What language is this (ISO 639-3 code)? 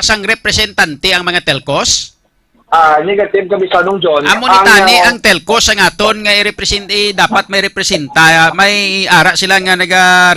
hil